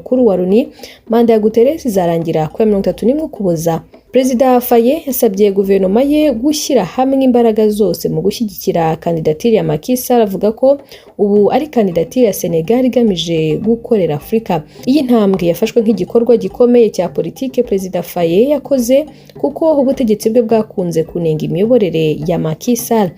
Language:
Kinyarwanda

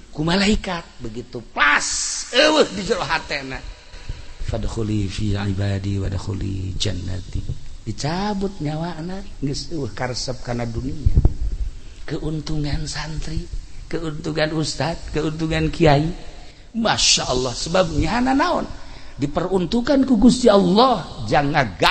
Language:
Sundanese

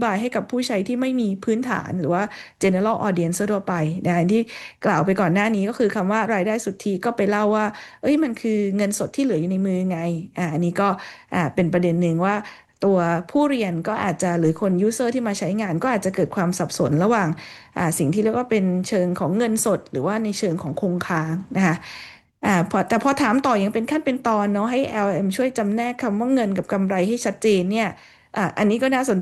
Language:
Thai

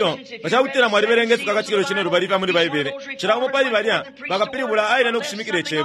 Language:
Bemba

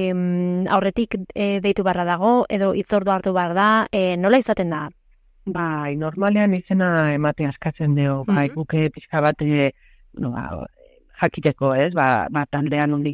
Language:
Basque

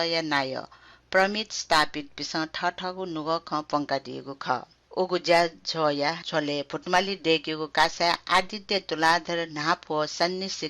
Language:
Newari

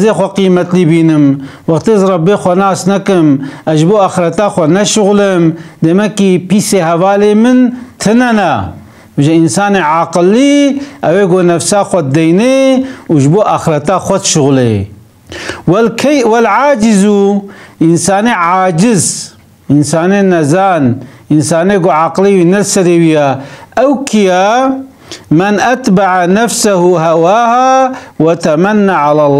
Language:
Kurdish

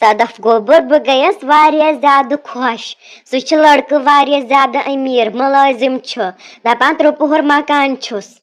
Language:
Kashmiri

